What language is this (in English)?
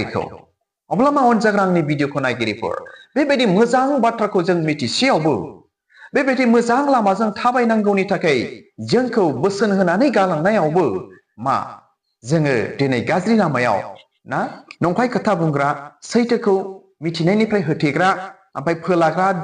Bodo